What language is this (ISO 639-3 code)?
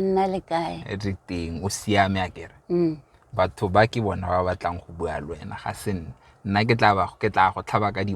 tsn